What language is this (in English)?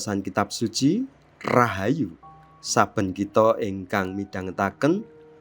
Javanese